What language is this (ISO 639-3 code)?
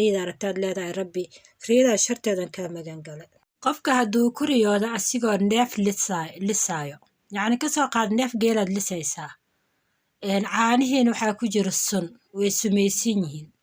som